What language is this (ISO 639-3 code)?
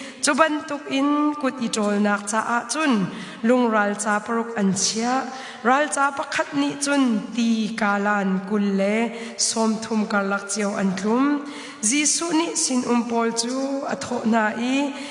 cnh